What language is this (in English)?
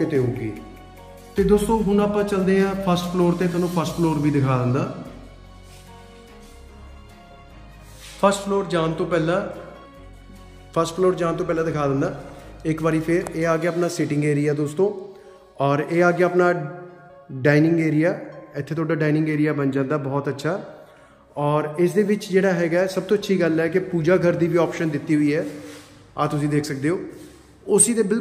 Punjabi